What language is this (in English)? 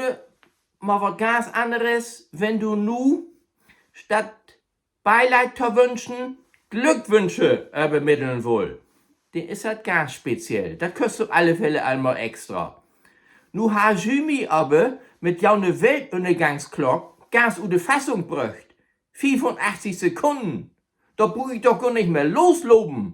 Low German